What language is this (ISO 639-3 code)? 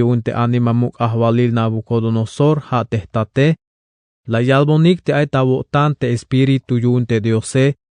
tzh